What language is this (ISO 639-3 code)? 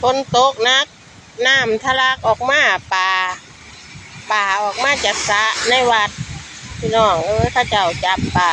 tts